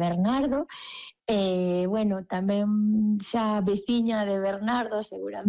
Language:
Galician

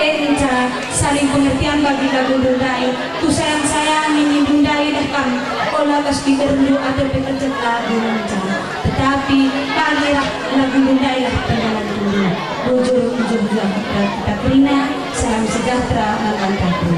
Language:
Batak Karo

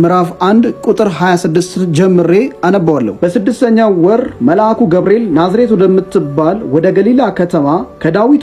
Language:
Amharic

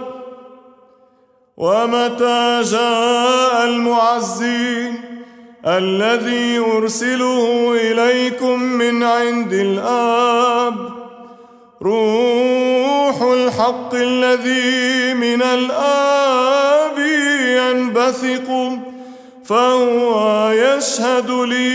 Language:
Arabic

